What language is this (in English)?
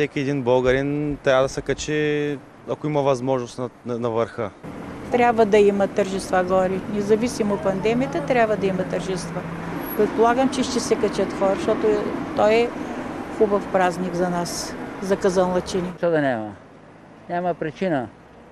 Bulgarian